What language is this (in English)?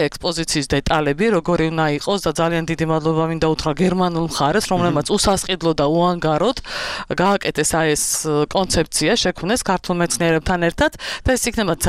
Georgian